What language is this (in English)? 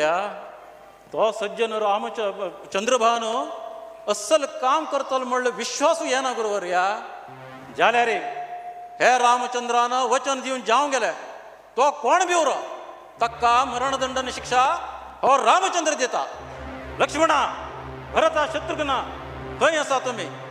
Konkani